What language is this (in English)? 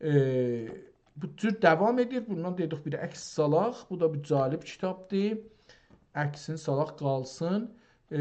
South Azerbaijani